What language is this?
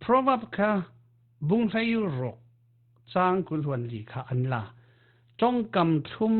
Falam Chin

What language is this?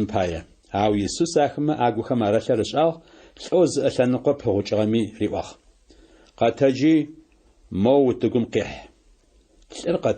Adyghe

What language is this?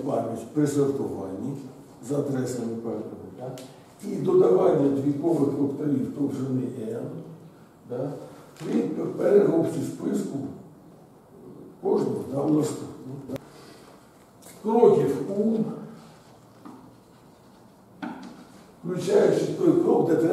Ukrainian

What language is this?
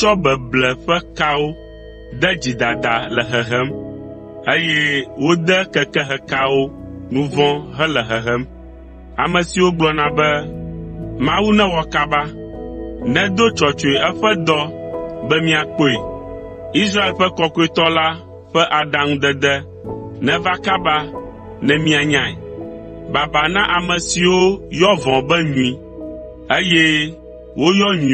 Ewe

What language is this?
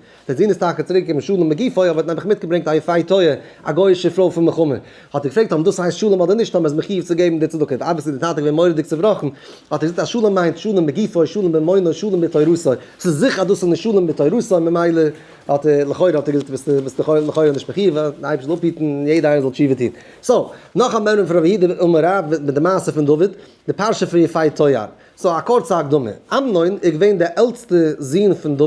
Yiddish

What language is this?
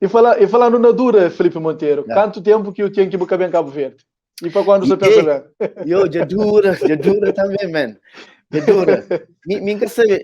Kabuverdianu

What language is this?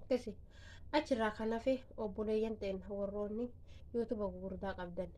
Oromo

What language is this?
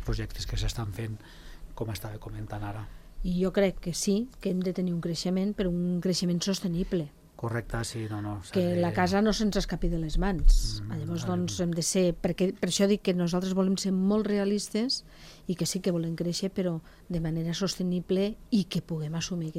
Catalan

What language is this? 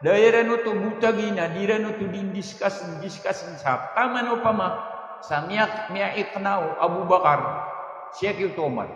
Maranao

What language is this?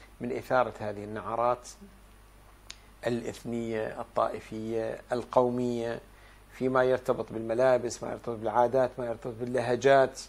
Arabic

